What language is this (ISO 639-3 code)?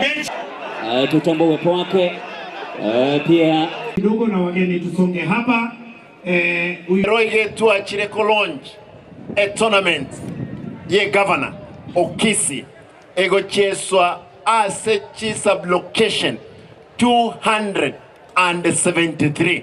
guz